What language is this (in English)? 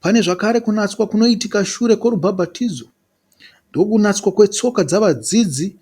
Shona